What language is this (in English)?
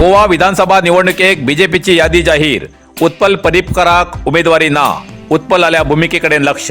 Konkani